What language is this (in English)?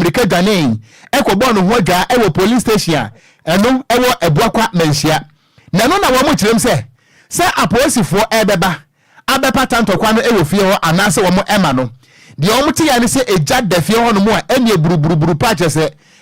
Akan